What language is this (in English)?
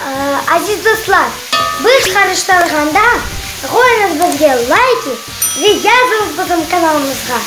Crimean Tatar